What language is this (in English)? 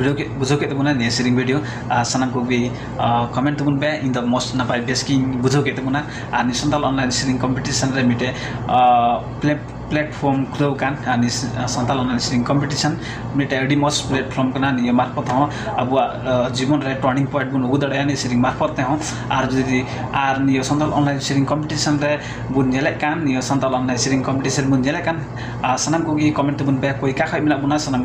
Santali